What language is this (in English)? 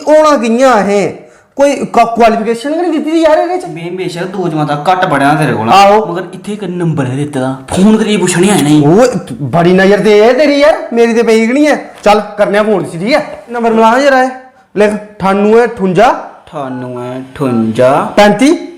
Dogri